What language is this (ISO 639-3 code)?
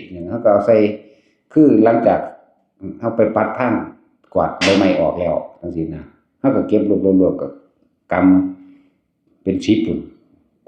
tts